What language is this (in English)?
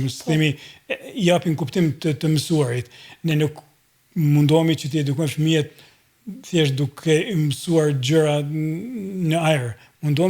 Albanian